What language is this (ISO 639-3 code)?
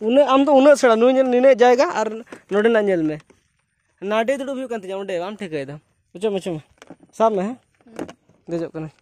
sat